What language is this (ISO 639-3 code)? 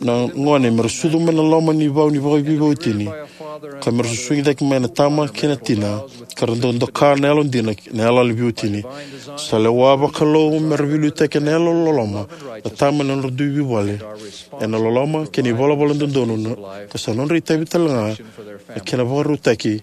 fij